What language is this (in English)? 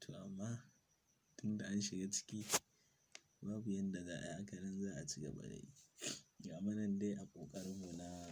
Hausa